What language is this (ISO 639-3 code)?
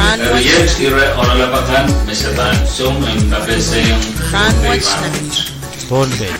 pon